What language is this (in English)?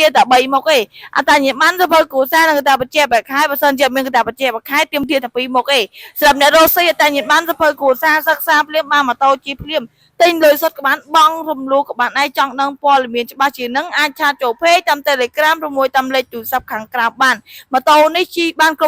Khmer